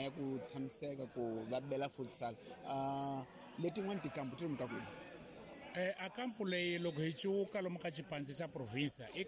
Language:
Tsonga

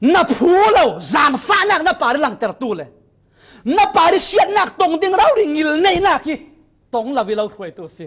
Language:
Falam Chin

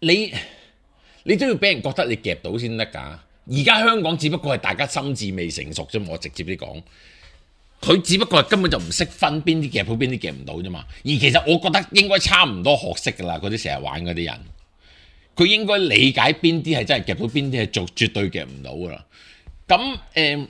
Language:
Cantonese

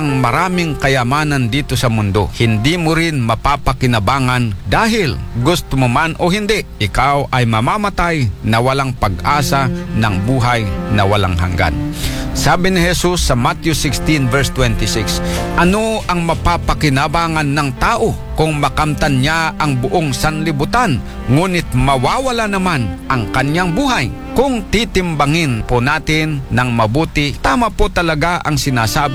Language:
Filipino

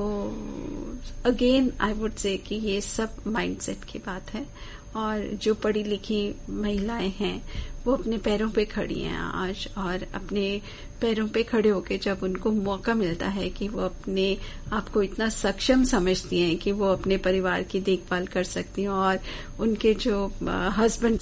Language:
Hindi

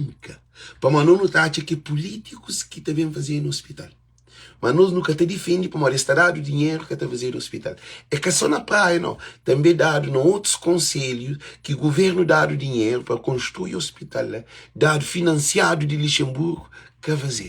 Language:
Kabuverdianu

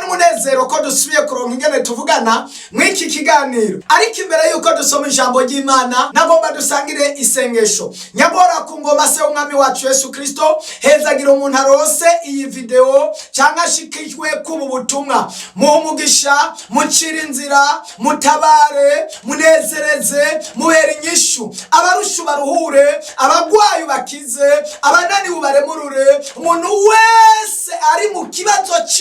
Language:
Rundi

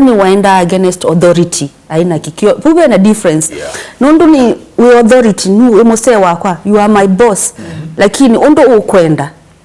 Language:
Kamba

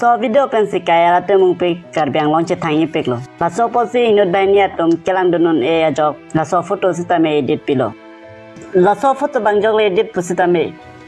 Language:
Karbi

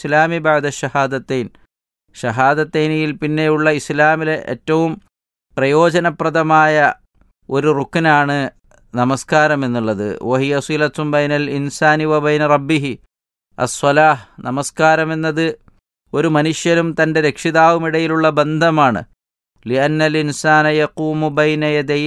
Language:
Malayalam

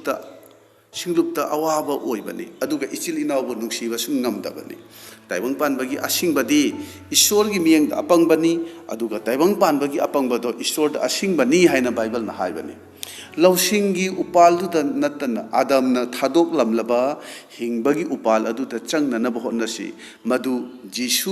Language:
Manipuri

